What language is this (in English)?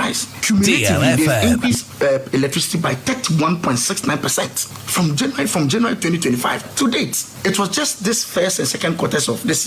Akan